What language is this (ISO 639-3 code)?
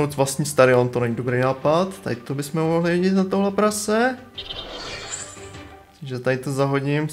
ces